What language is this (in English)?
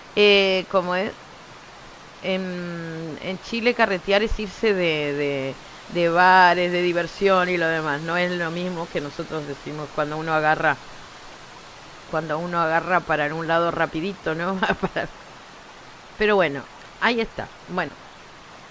Spanish